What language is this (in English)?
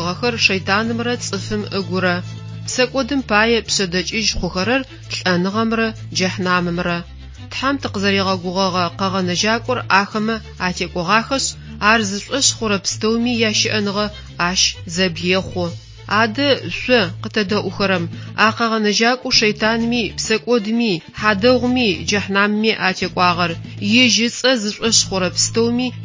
Adyghe